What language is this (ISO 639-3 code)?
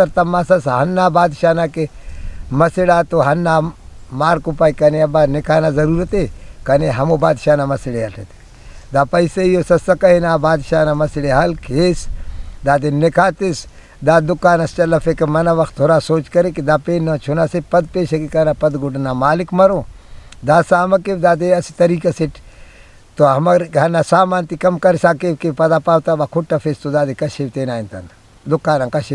brh